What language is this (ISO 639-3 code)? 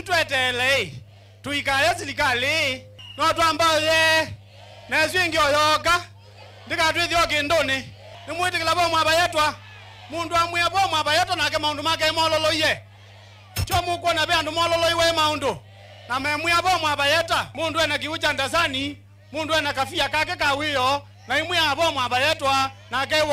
kam